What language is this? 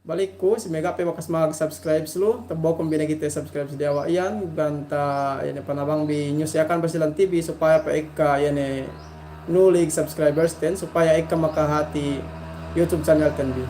Yakan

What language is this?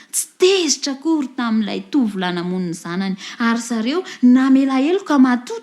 Malagasy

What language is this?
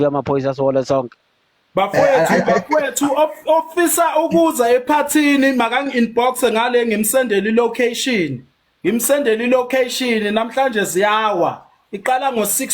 Zulu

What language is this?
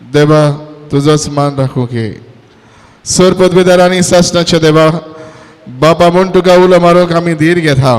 Konkani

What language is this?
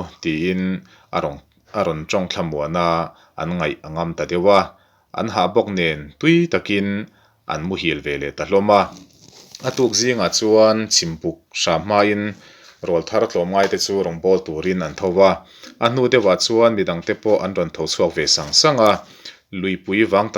Mizo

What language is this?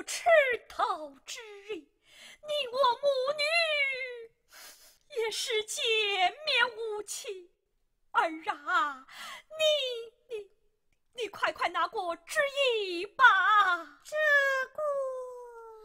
Chinese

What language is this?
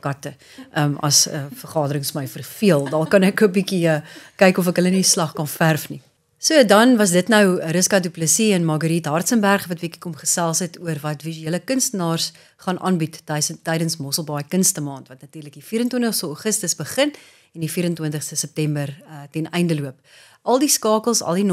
Afrikaans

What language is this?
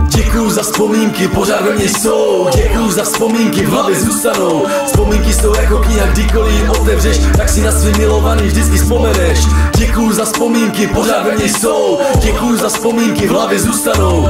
Czech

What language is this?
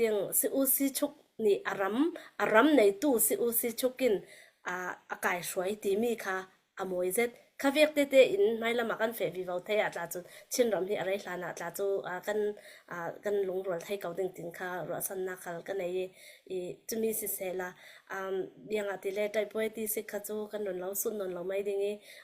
Falam Chin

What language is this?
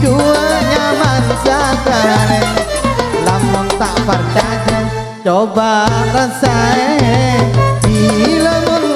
Madurese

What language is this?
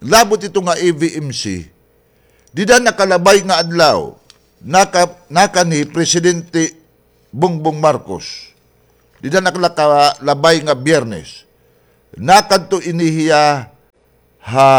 Waray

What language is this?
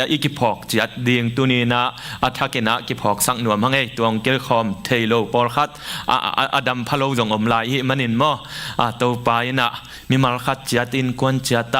Tedim Chin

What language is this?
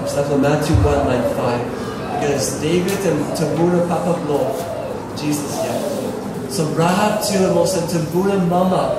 Tok Pisin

